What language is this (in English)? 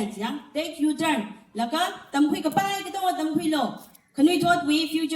Tangkhul Naga (India)